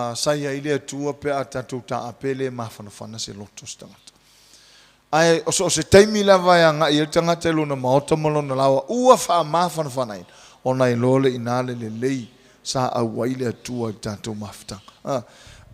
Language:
Samoan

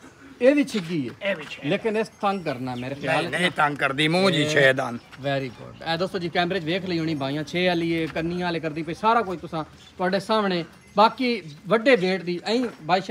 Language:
Punjabi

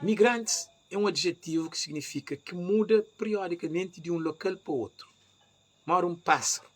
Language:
Kabuverdianu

